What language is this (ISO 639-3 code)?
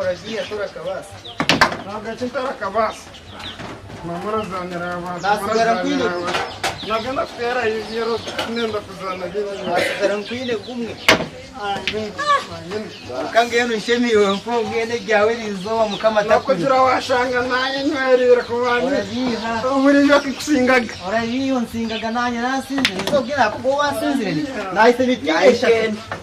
nyn